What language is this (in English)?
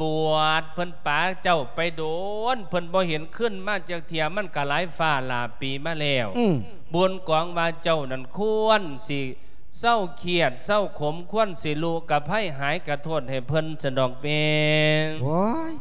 Lao